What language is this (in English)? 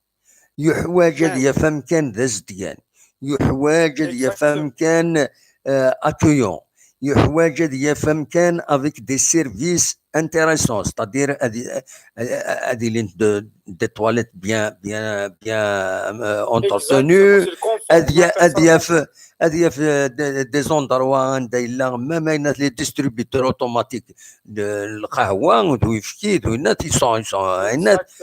Kabyle